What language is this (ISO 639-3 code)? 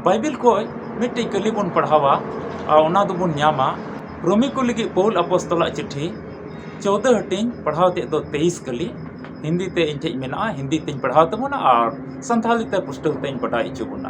sat